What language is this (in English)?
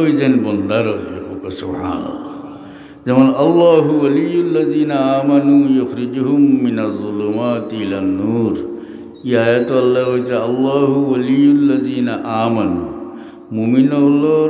Sylheti